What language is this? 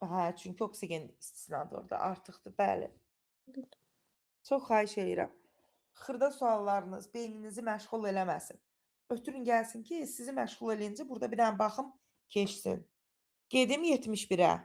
Azerbaijani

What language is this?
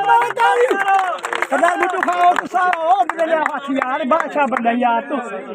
Saraiki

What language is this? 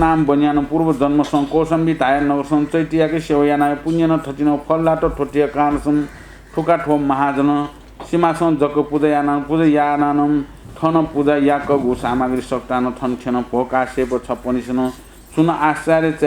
Newari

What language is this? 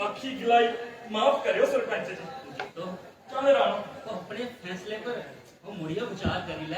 Dogri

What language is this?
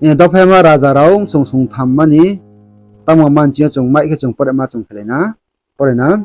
Riang (India)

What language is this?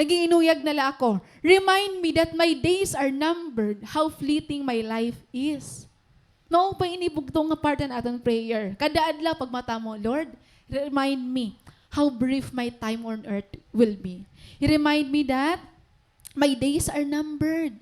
Waray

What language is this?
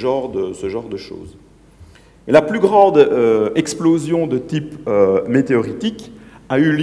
French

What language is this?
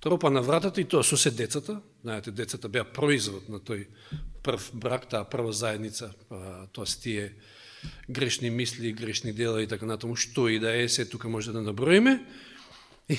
Macedonian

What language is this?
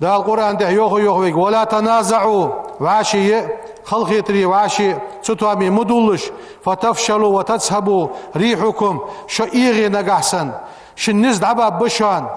Ingush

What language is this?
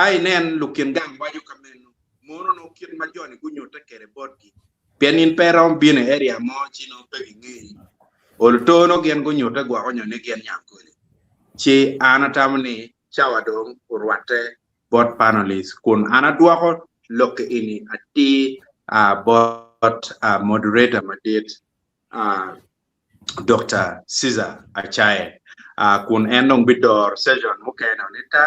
Acoli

